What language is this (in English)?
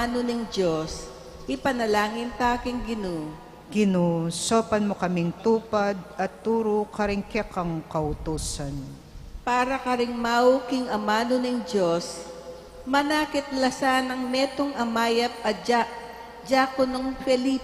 Pampanga